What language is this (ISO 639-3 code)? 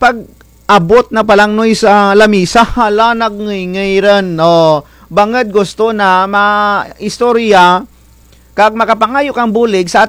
krj